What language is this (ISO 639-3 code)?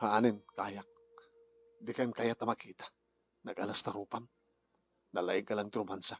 ilo